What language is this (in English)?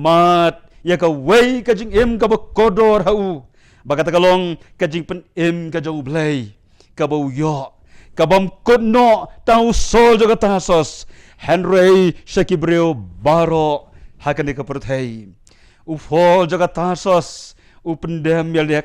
Khasi